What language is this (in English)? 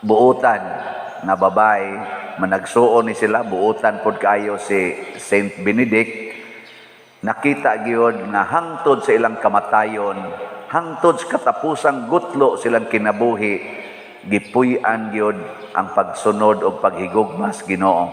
Cebuano